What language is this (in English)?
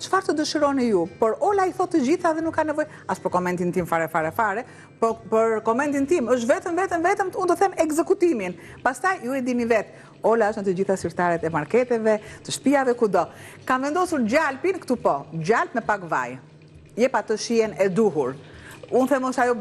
Albanian